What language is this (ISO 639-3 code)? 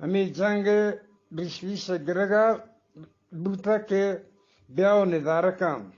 bgp